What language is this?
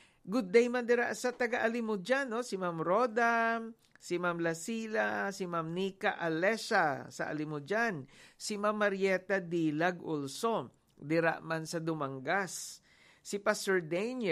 Hiligaynon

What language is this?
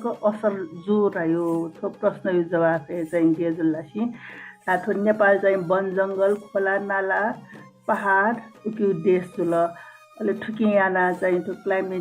Newari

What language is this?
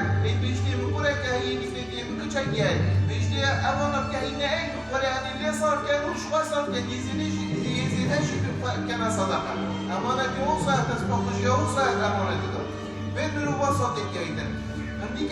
Kurdish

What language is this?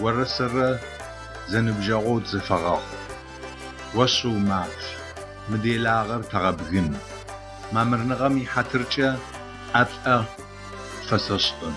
Adyghe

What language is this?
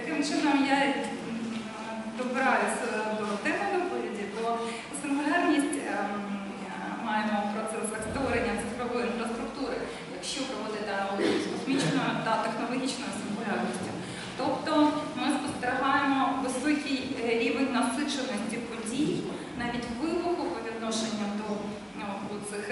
Ukrainian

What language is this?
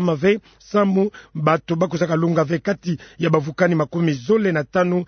Kituba (Democratic Republic of Congo)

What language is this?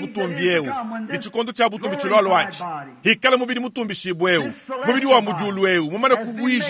Luba-Lulua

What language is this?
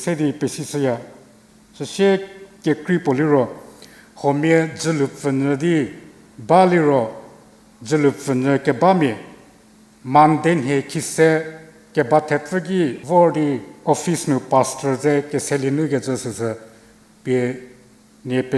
Angami Naga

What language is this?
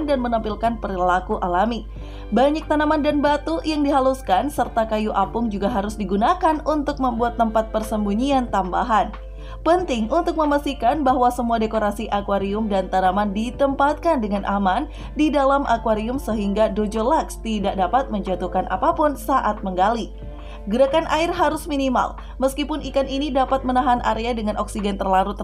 Indonesian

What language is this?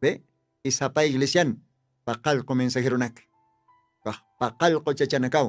Aymara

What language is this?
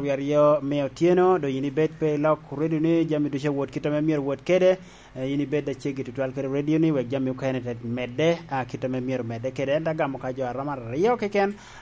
Lango (Uganda)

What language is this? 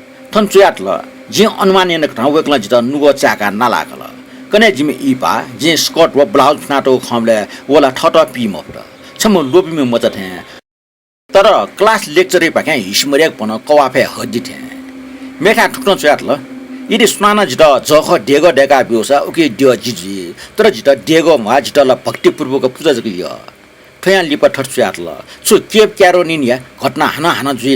Newari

